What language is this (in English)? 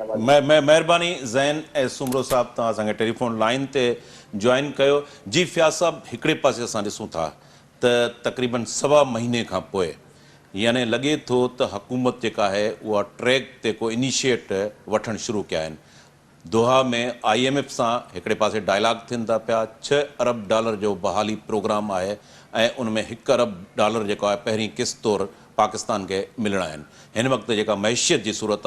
Sindhi